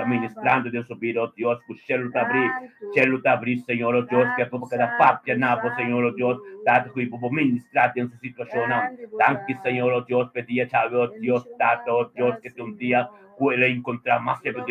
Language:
Papiamento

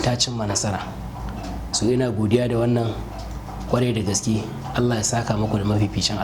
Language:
Hausa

